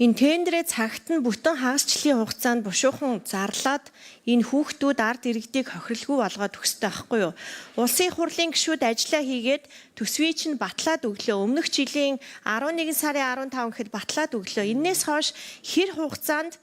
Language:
Mongolian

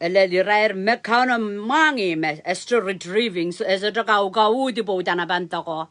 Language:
Pohnpeian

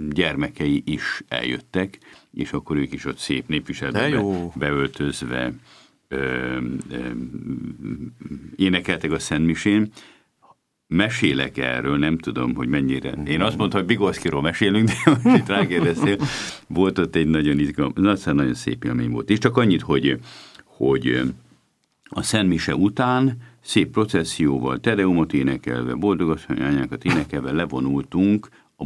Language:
Hungarian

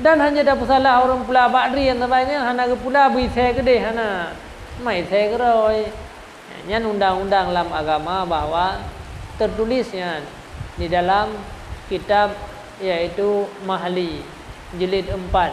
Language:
Achinese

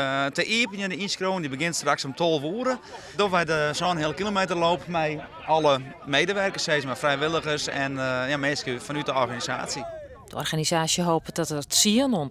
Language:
Western Frisian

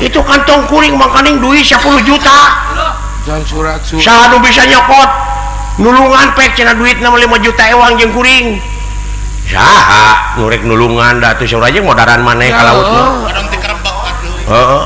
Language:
Sundanese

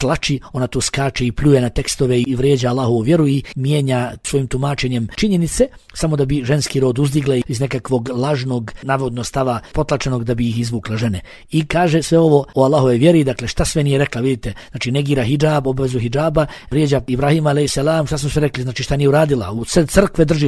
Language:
Bosnian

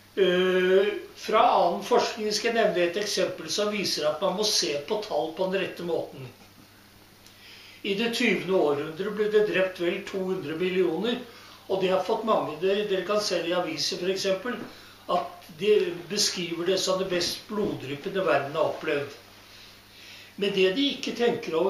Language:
Norwegian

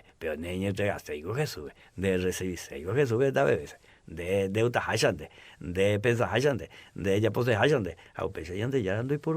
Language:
Guarani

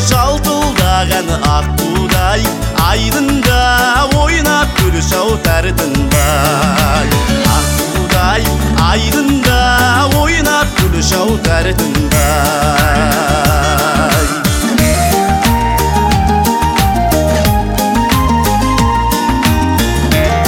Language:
Kazakh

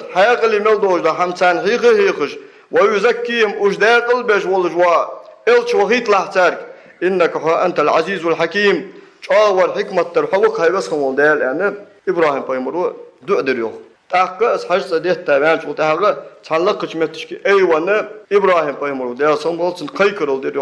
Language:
Ingush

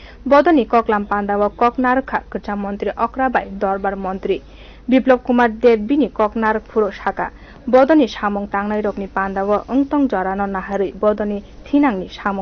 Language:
Kok Borok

